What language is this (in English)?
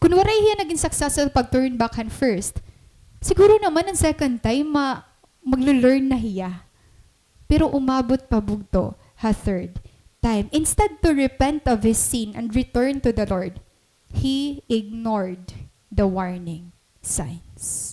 Waray